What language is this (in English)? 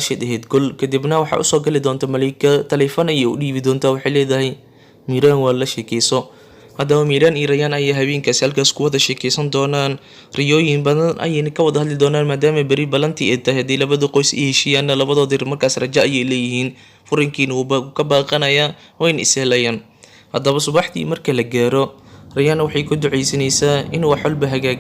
Somali